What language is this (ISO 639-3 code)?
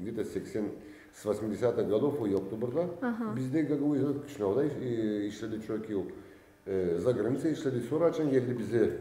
gag